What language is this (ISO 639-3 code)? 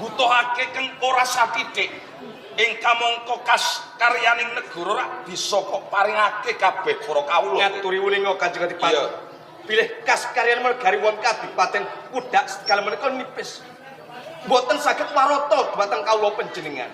jav